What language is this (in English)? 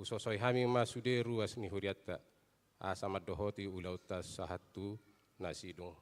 Batak Toba